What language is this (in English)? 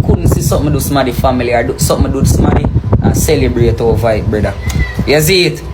Jamaican Creole English